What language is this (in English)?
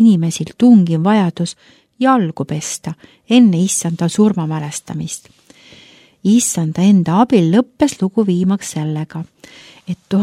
Estonian